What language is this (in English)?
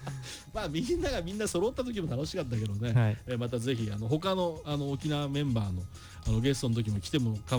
Japanese